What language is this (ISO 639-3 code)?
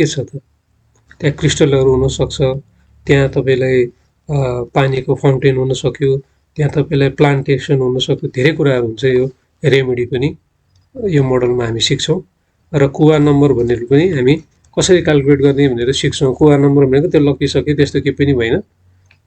nep